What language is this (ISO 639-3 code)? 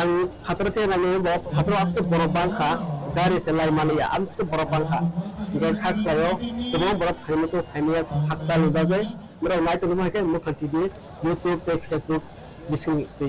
trp